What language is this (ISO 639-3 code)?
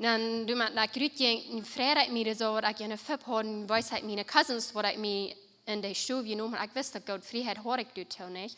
pdt